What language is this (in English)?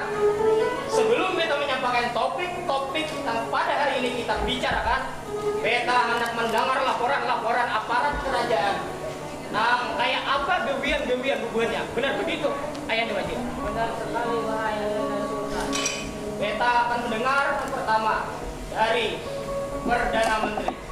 Banjar